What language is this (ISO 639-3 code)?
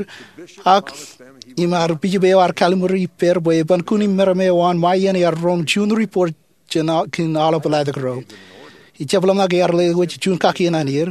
mah